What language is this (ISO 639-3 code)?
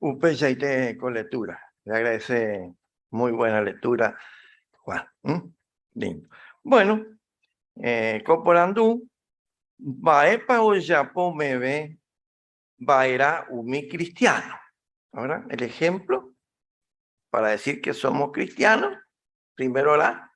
grn